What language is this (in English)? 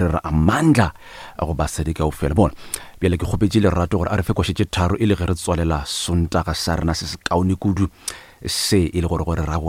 Northern Sotho